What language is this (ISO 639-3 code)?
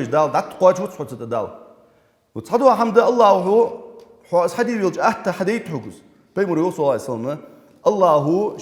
inh